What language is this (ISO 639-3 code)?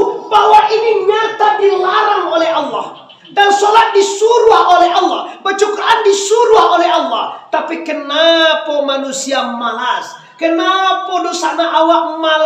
min